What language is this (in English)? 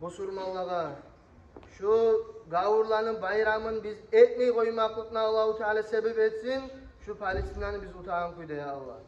Kumyk